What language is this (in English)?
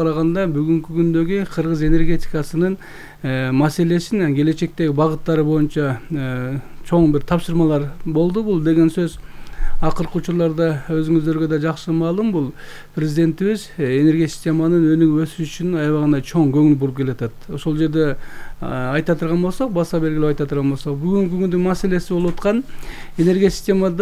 Kyrgyz